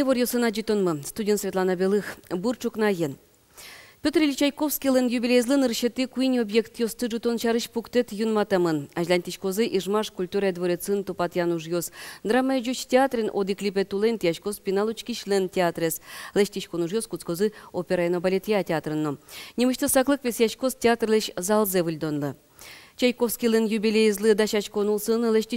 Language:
Udmurt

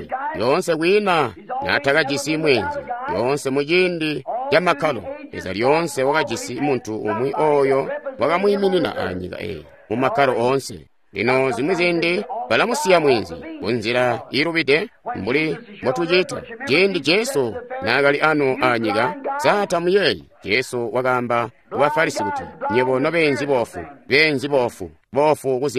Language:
Tonga (Zambia)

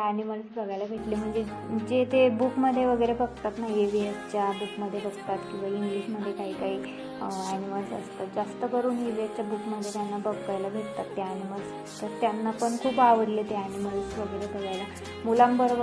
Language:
Marathi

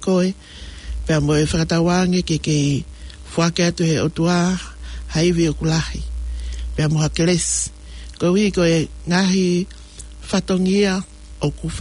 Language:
Tongan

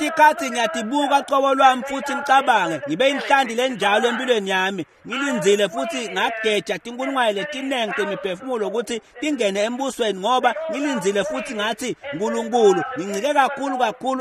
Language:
Swati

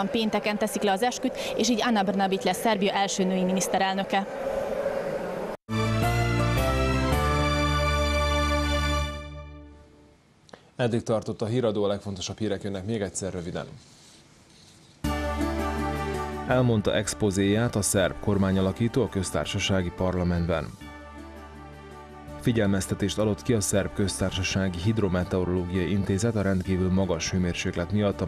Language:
Hungarian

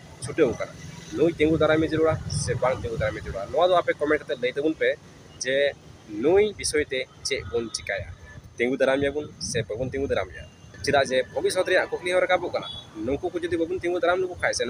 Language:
Santali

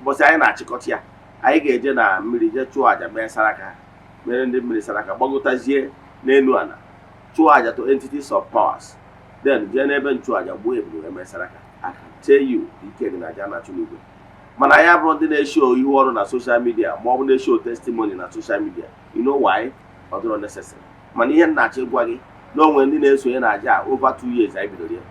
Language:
Igbo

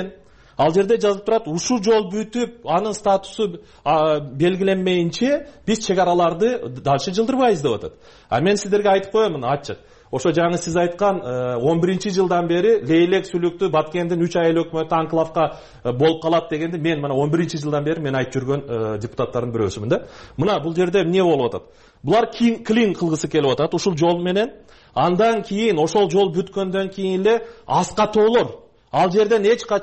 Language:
Kyrgyz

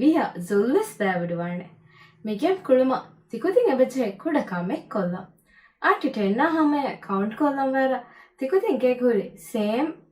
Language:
Divehi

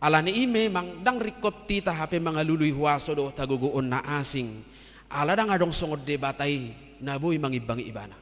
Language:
Batak Toba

